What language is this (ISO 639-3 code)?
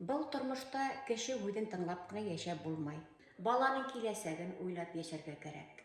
bak